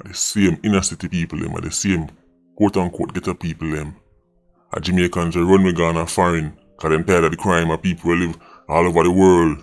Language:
Jamaican Creole English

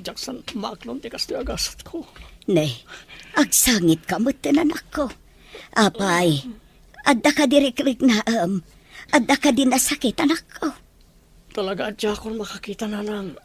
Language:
Iloko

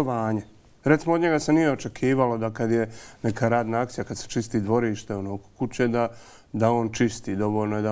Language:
Bosnian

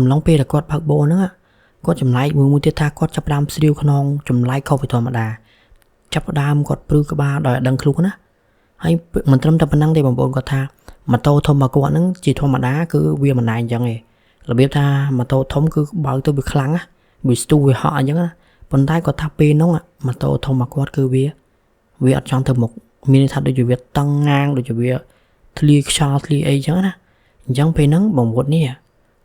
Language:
Khmer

